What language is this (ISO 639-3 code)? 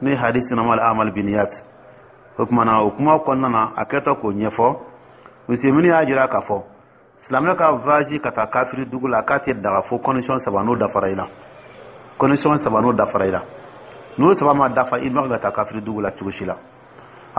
dyu